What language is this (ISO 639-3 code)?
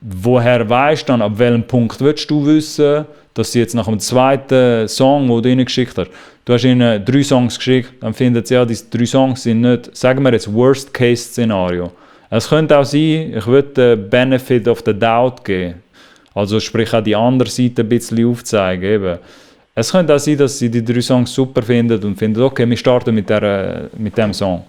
gsw